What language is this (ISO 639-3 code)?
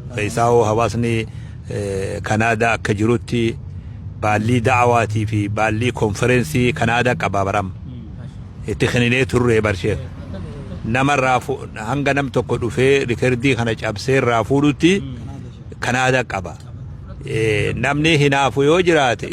orm